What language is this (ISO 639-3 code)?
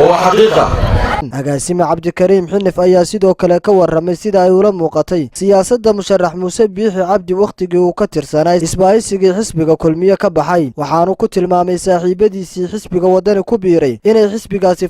som